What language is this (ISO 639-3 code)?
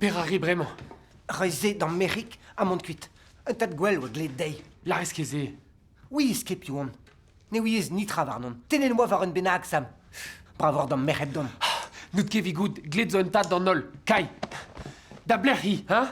bre